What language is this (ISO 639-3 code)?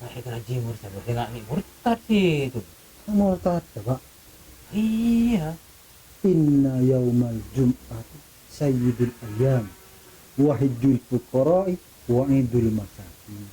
mad